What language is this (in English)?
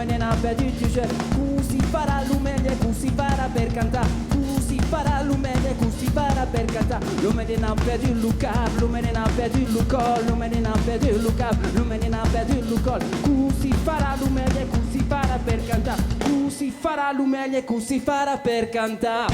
Occitan